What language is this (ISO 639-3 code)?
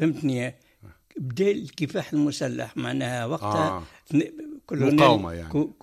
aeb